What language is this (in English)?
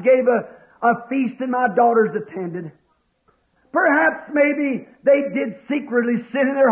Cebuano